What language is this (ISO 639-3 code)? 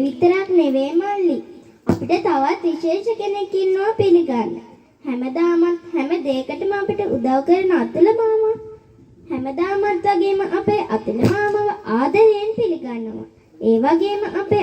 sin